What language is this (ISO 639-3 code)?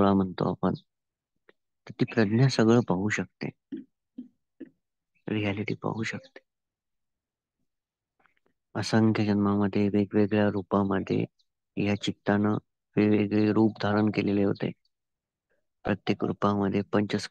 mar